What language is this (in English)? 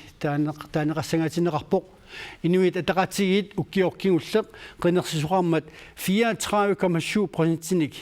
Kalaallisut